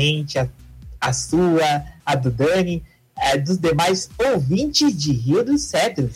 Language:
Portuguese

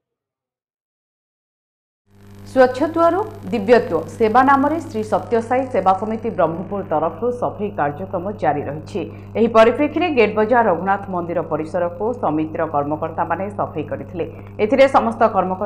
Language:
Odia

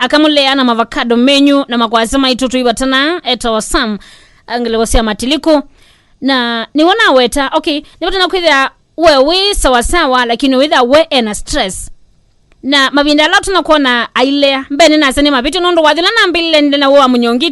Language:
Kamba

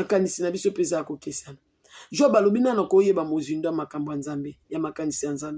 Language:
Lingala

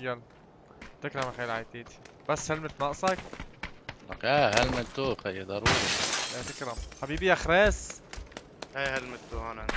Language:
North Levantine Arabic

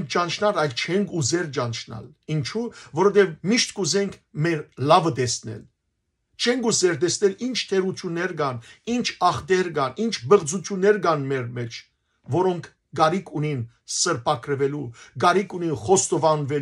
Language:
Western Armenian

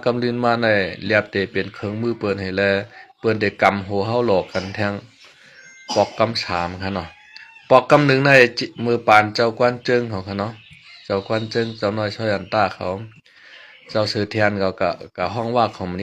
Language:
Shan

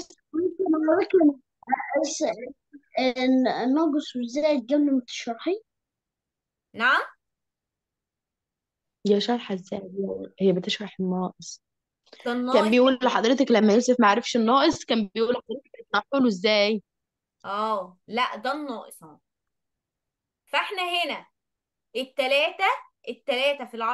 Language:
Egyptian Arabic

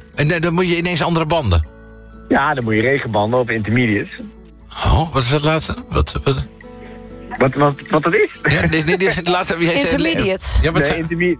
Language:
Dutch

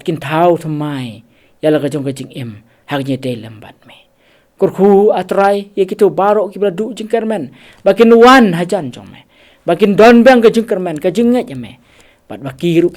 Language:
Khasi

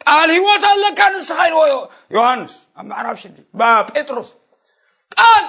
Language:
Tigrinya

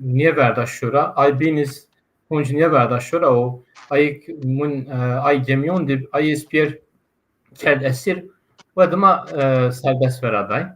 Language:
Zaza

